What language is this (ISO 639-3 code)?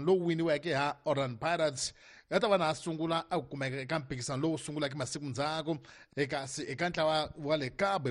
tso